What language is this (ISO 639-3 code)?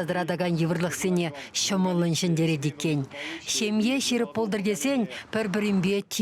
chv